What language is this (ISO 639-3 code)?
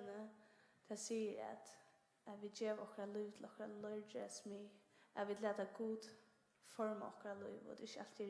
fao